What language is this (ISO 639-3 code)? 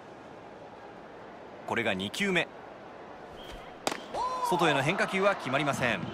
jpn